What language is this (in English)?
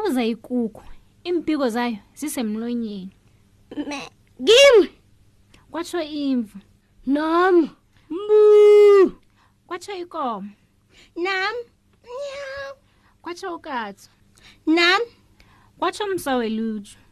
South Ndebele